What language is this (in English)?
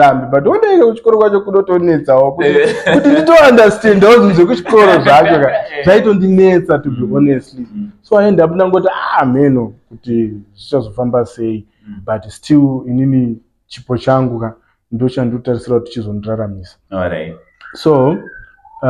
Shona